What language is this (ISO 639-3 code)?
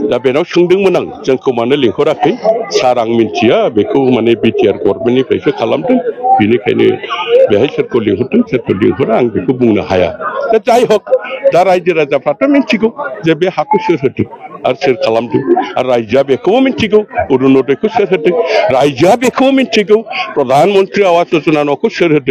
brx